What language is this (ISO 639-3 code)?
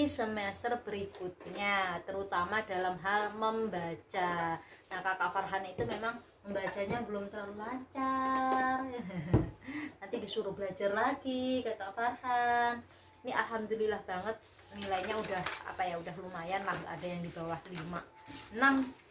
ind